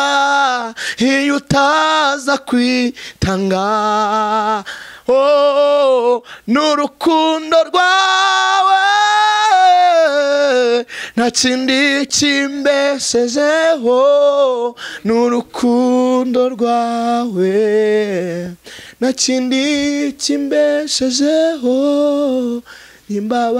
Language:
Kinyarwanda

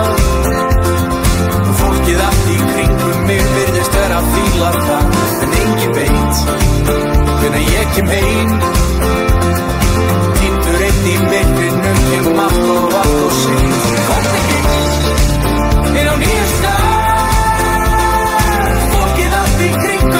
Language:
Icelandic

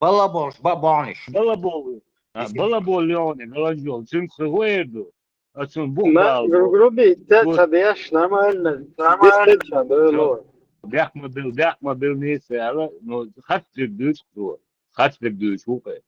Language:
Chechen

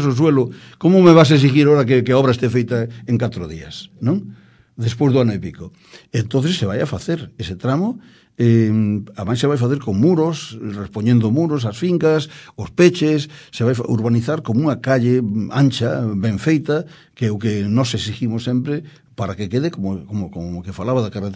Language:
Galician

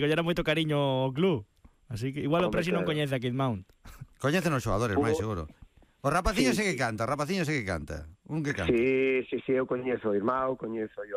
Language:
Galician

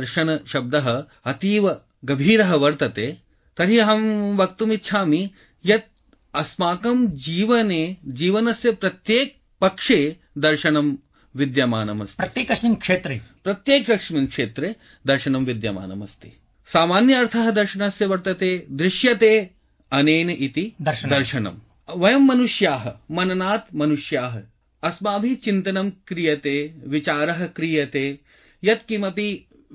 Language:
Sanskrit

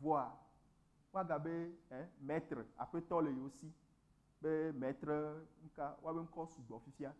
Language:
Ewe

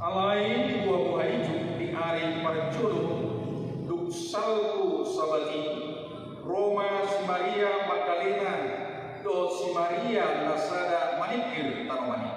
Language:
Batak Toba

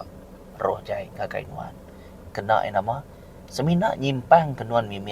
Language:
Iban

